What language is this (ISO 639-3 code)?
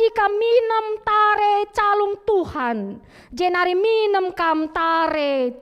btx